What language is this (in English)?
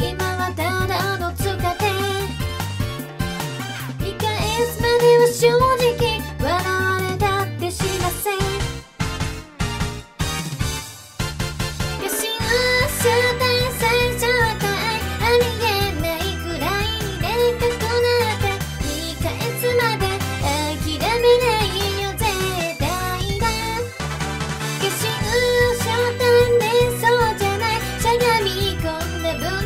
Japanese